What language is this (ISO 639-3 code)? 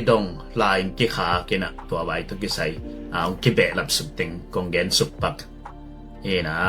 ctd